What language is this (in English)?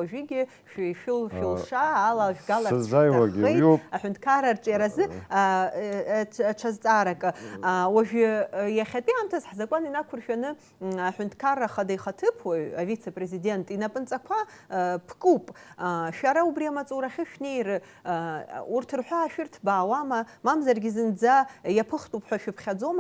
Abkhazian